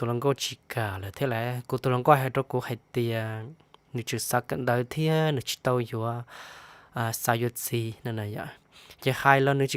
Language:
Hmong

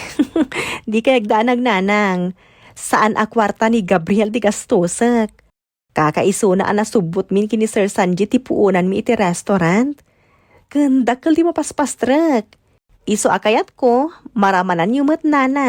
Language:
Iloko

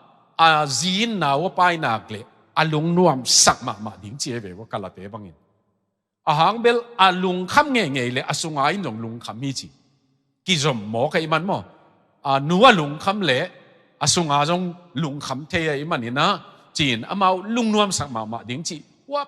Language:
Tedim Chin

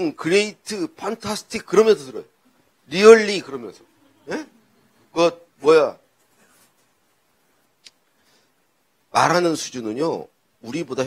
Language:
Korean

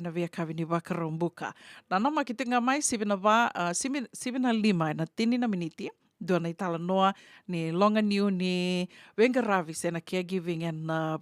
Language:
Fijian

